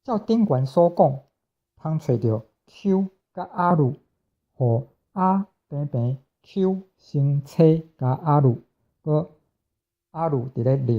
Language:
Min Nan Chinese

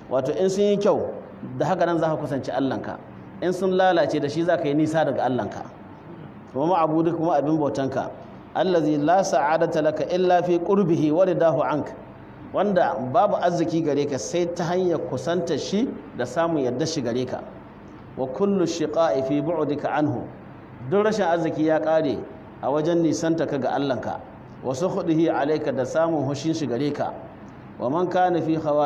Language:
Hausa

